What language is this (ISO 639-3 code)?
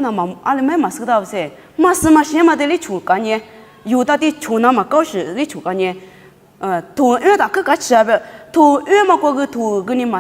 lis